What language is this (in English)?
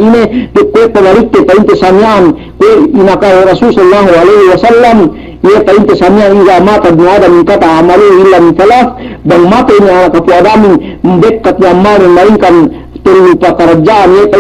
Yakan